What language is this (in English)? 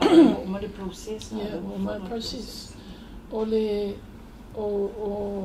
Samoan